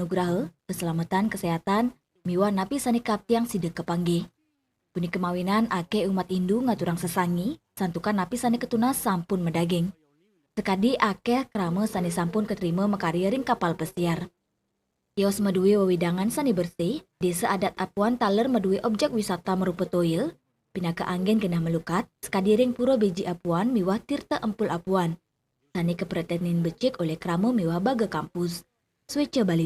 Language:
Balinese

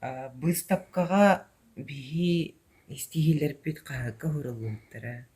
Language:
Yakut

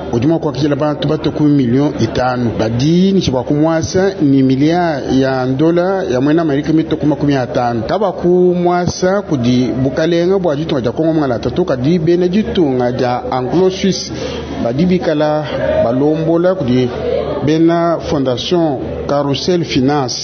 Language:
Luba-Lulua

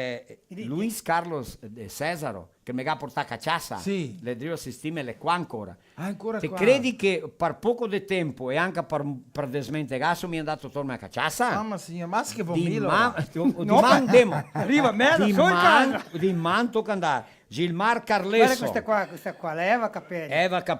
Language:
Venetian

